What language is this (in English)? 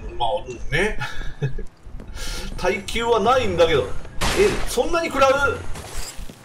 Japanese